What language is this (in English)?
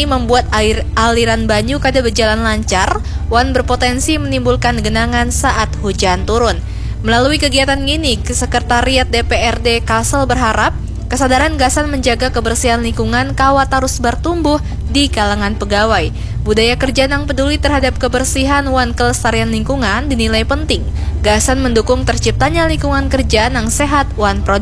Banjar